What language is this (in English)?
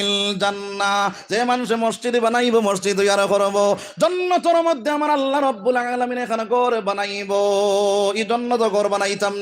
Sylheti